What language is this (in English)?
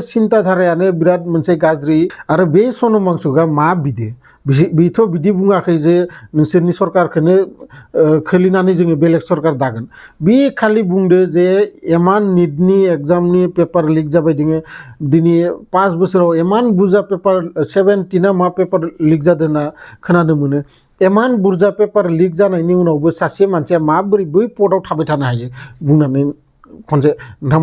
Bodo